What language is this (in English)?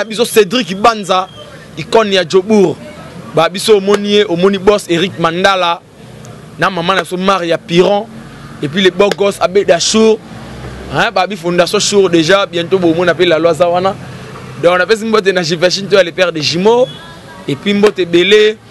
Lingala